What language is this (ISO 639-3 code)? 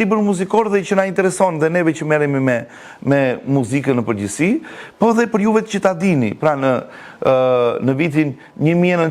sqi